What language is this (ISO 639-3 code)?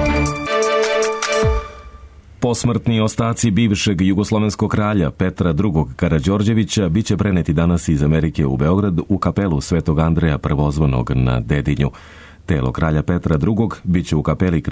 srp